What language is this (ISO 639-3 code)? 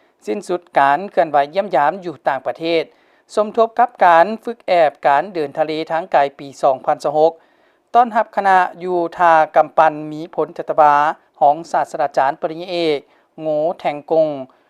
lao